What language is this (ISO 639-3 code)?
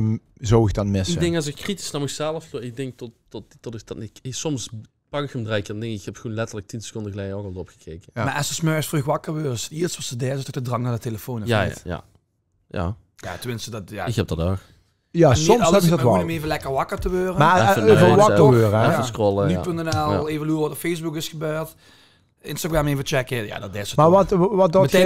lim